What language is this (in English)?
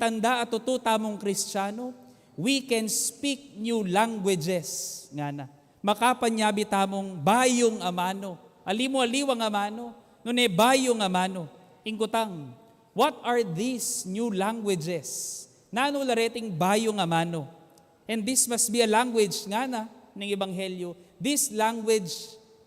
Pampanga